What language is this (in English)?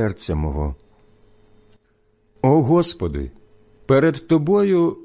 Ukrainian